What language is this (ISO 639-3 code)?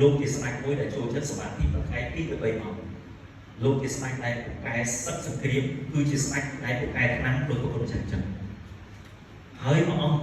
khm